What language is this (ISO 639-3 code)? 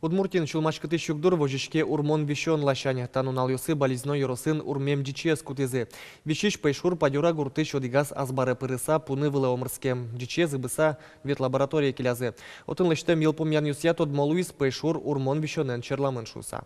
udm